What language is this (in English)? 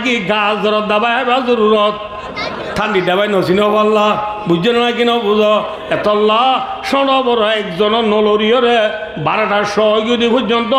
Rohingya